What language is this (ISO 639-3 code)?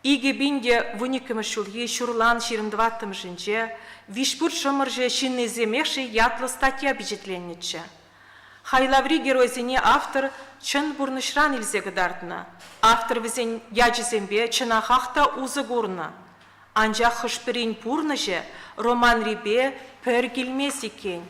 chv